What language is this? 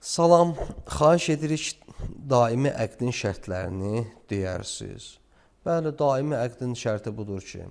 Azerbaijani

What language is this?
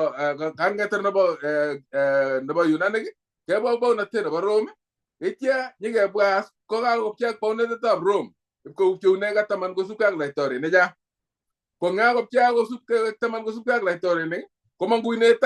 Kalenjin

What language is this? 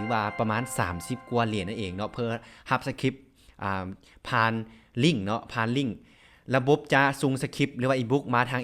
Lao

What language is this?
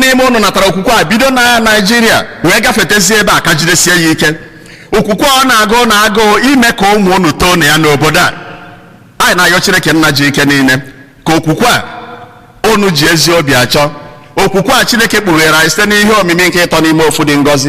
Igbo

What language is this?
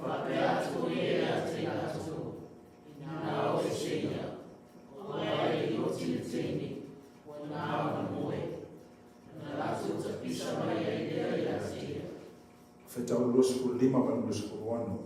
Samoan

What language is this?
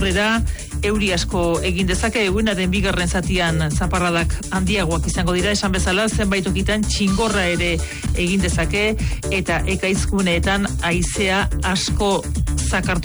Basque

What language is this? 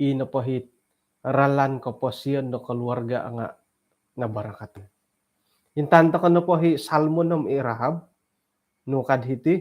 Central Dusun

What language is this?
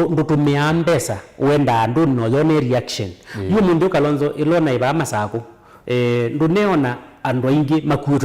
Kamba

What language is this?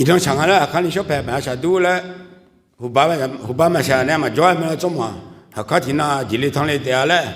Akha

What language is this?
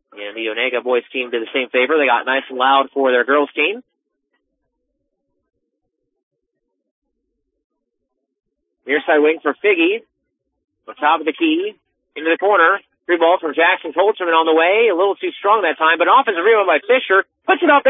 English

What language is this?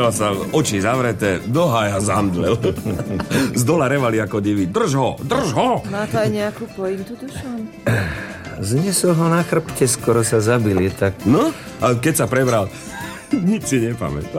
Slovak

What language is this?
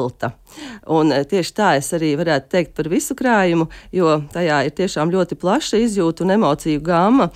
Latvian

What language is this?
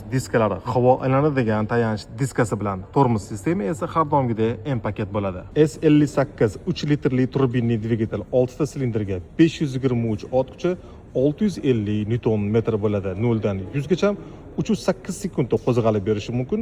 Uzbek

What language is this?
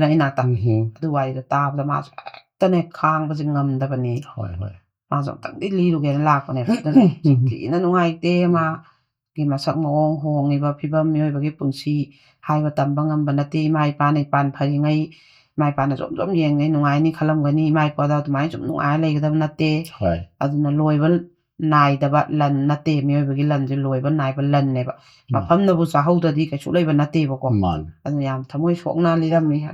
Manipuri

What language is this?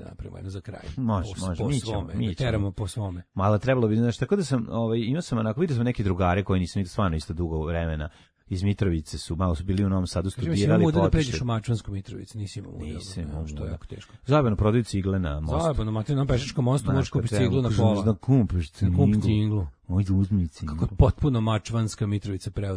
Serbian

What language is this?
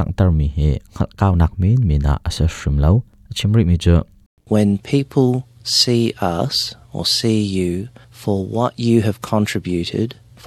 Hakha Chin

